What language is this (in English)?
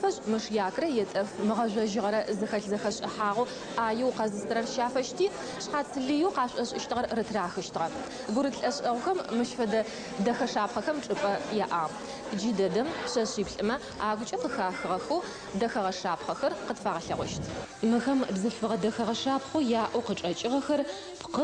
Adyghe